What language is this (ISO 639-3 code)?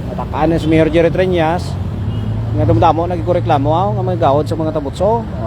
hil